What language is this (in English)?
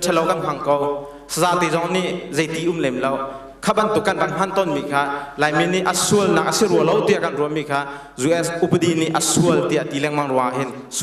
Hakha Chin